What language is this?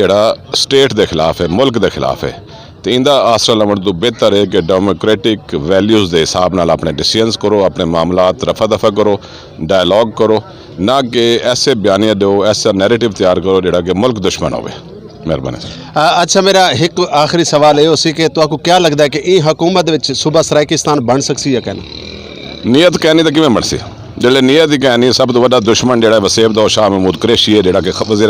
Saraiki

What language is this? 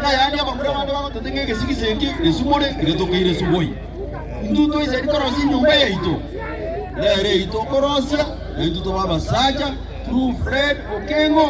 Gusii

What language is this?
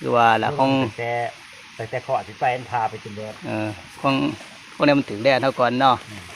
Lao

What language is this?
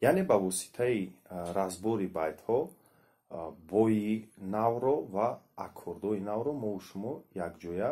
Tajik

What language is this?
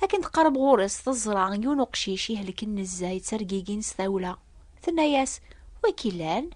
Kabyle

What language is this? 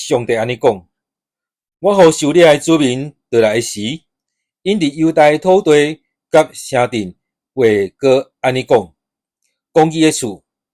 Min Nan Chinese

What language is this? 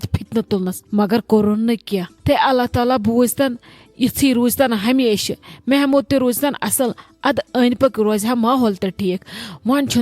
Kashmiri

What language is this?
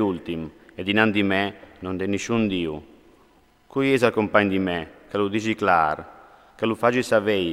Friulian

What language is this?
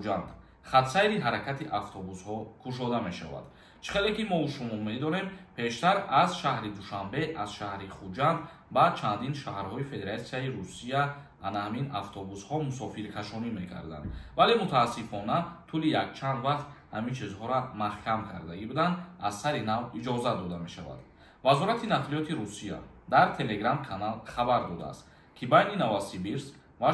Tajik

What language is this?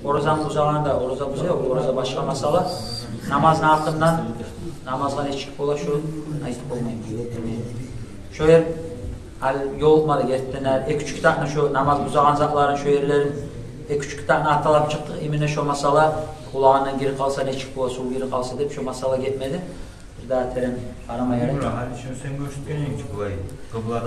Kumyk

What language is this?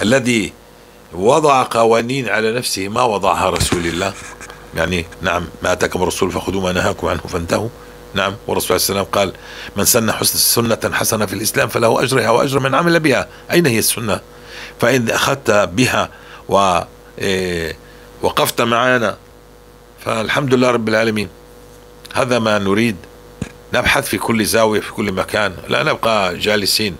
North Levantine Arabic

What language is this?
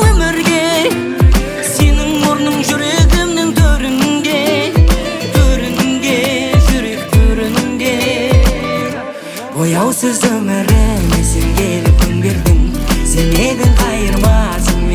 Kazakh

